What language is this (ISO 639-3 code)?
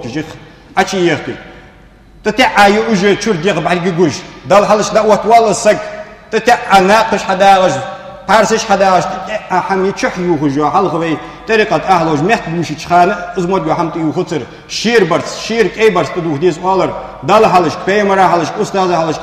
inh